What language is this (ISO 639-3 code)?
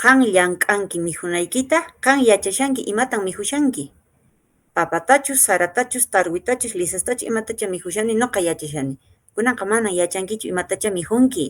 que